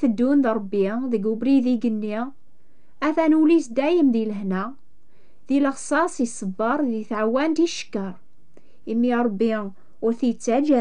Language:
Kabyle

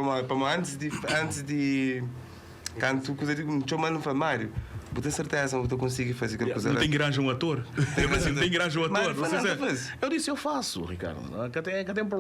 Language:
Kabuverdianu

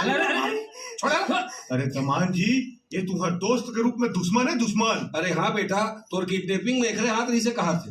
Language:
Chhattisgarhi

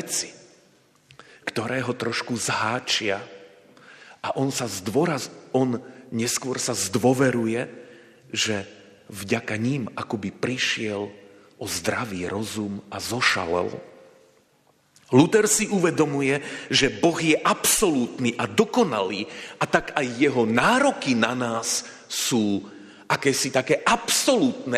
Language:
Slovak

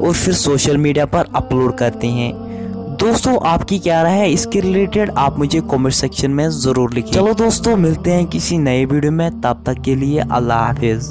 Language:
Kashmiri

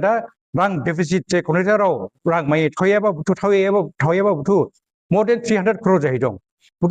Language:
Dimasa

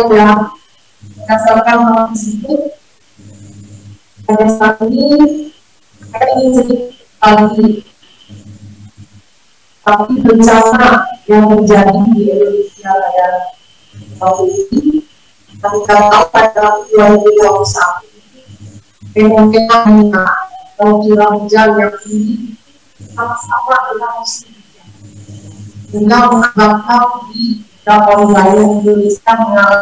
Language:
Indonesian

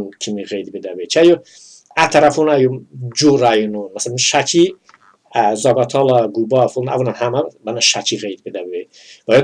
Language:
Talysh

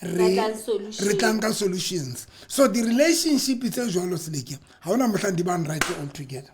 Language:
Southern Sotho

